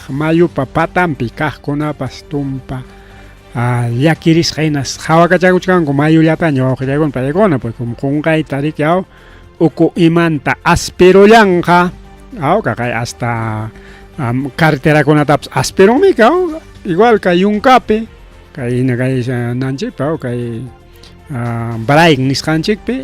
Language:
Ayacucho Quechua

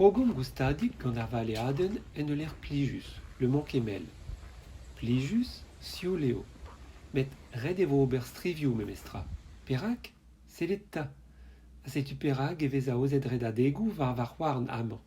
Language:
Breton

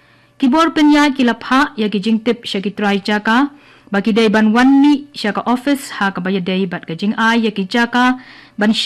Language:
Khasi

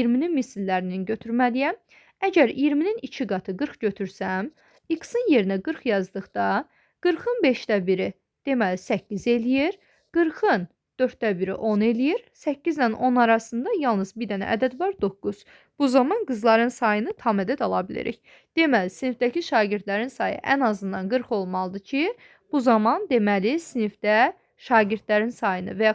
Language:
Azerbaijani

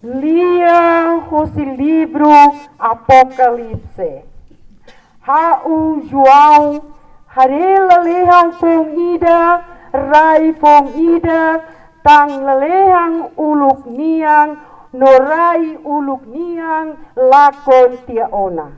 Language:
Tetum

